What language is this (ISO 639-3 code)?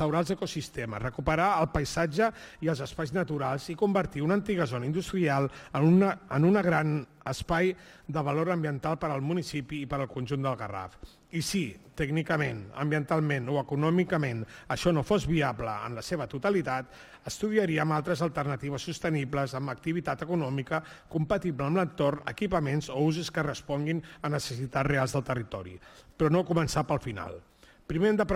cat